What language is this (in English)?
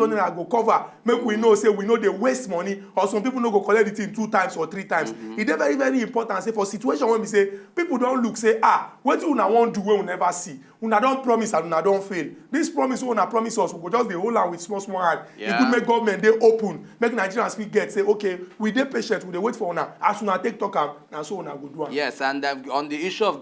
Nigerian Pidgin